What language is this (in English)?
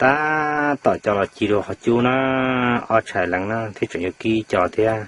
Hmong